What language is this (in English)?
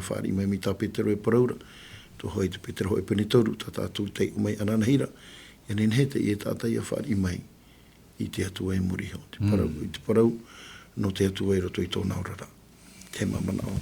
Tahitian